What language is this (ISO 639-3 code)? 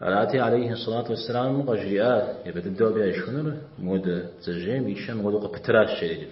kbd